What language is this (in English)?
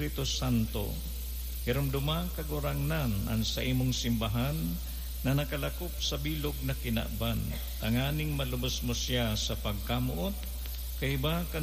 Bikol